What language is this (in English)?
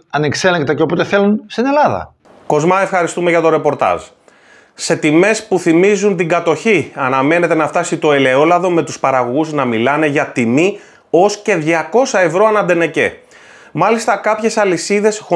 Greek